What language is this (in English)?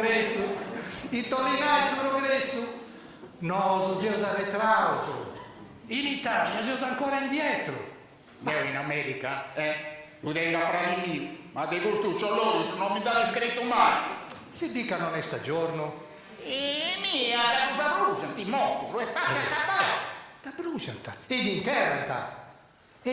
Sardinian